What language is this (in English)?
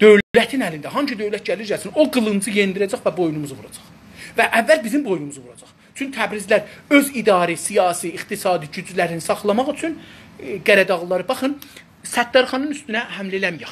South Azerbaijani